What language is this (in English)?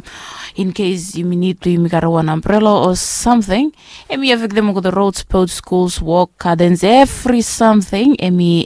Bislama